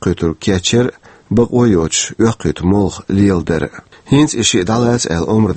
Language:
Chechen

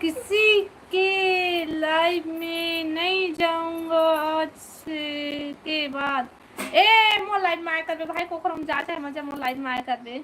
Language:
Chhattisgarhi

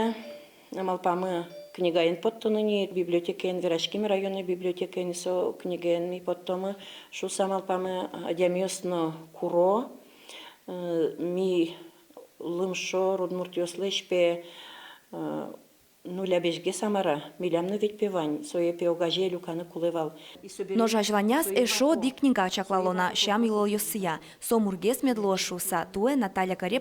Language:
Udmurt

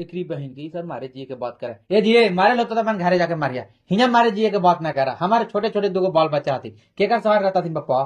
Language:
Magahi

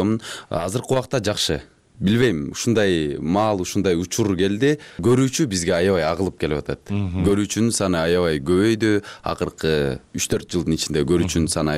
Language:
Kyrgyz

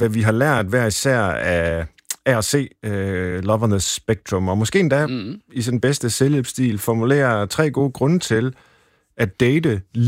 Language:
Danish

